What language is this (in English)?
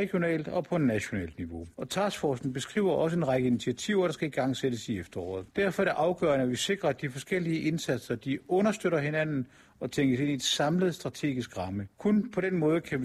Danish